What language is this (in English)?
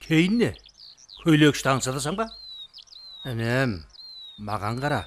Kara-Kalpak